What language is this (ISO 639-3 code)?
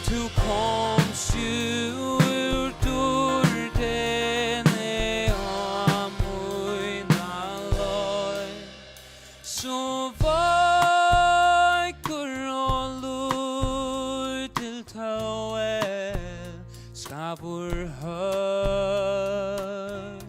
fao